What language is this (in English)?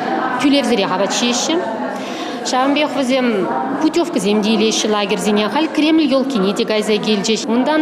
Chuvash